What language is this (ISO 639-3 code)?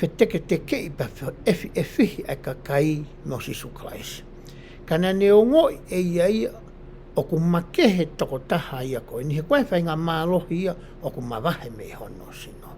ton